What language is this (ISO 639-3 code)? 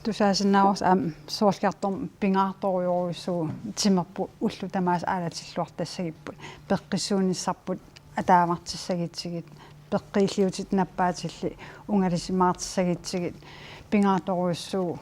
kal